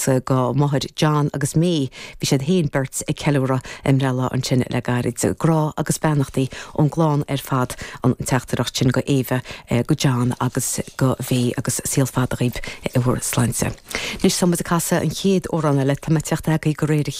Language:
Irish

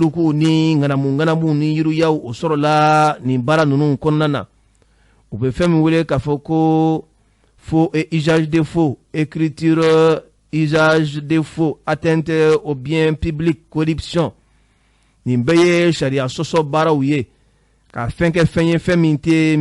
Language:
Bambara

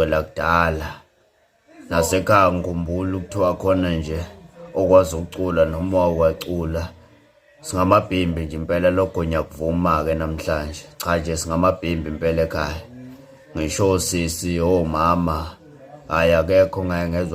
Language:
Zulu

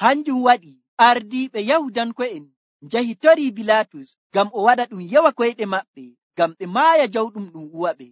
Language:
Nigerian Fulfulde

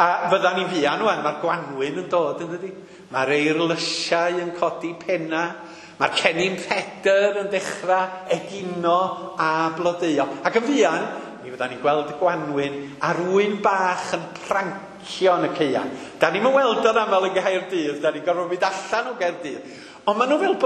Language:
Welsh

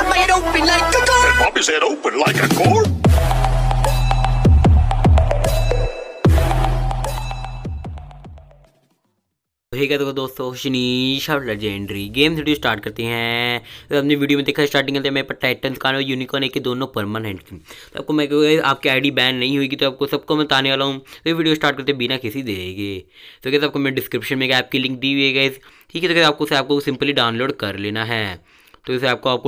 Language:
Hindi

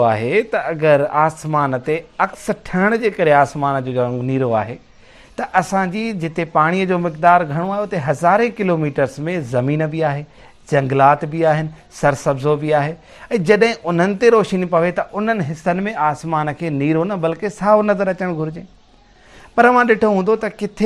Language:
Sindhi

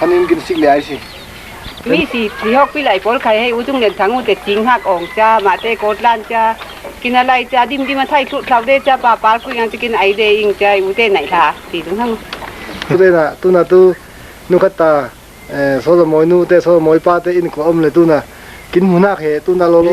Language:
Falam Chin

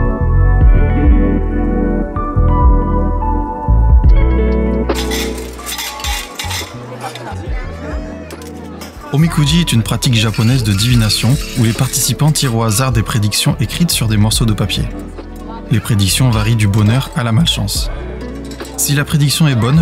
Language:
French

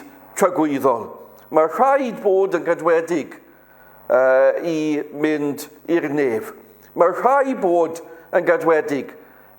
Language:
Welsh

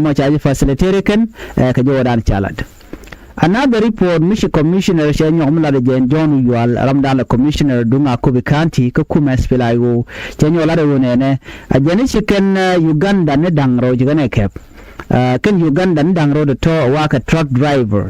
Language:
Nuer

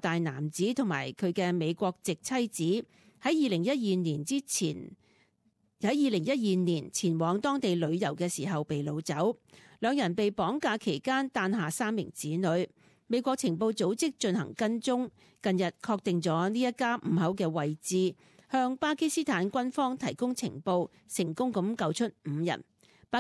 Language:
Cantonese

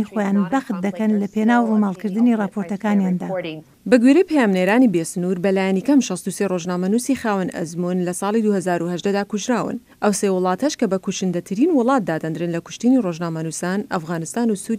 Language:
Central Kurdish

